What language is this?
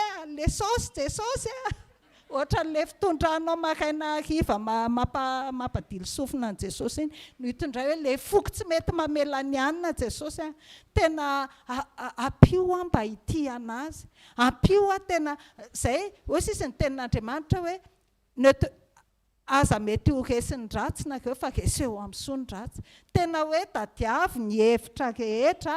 Malagasy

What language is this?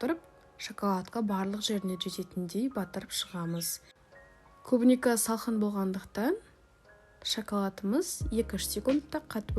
Kazakh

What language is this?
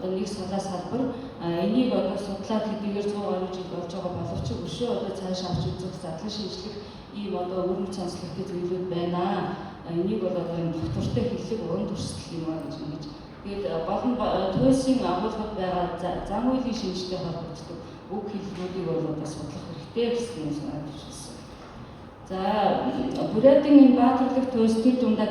Mongolian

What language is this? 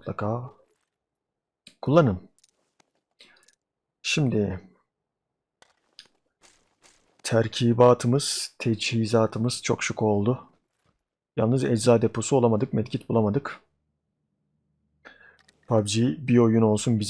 Turkish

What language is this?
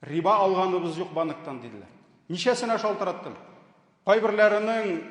Tatar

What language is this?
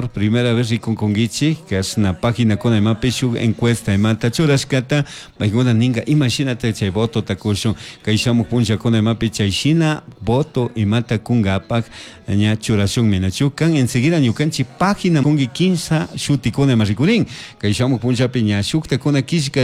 Chimborazo Highland Quichua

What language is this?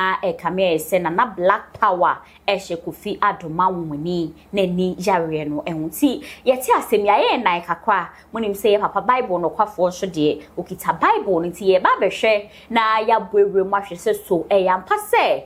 Akan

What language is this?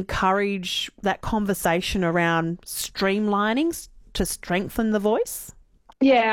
English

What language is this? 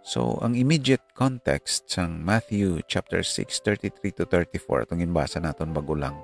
Hiligaynon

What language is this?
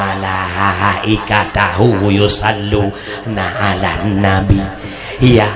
Achinese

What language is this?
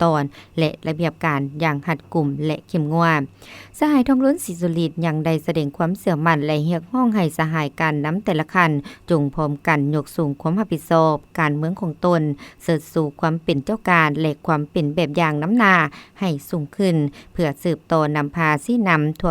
Lao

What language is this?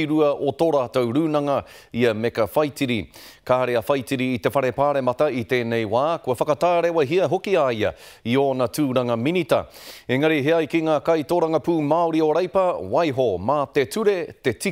Māori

